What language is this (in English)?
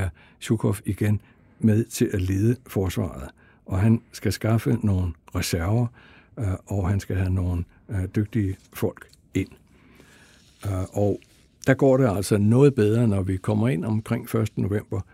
Danish